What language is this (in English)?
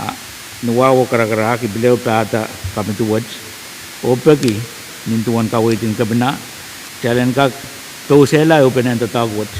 Pohnpeian